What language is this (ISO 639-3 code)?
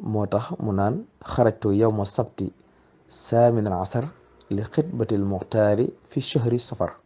wol